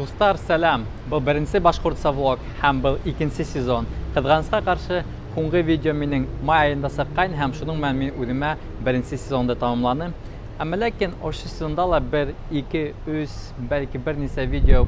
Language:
Bashkir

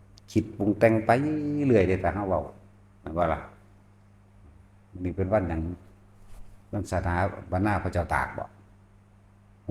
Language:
Northeastern Thai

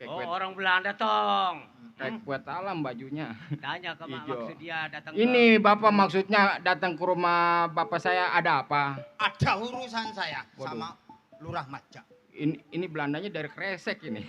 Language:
Betawi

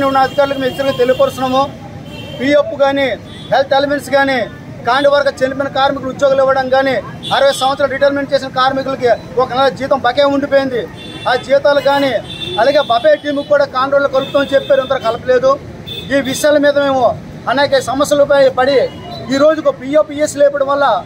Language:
Telugu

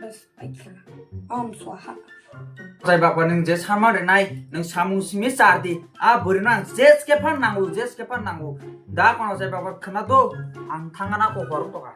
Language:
Kok Borok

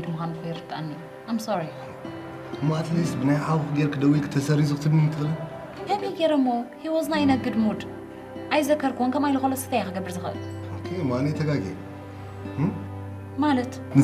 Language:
Tigrinya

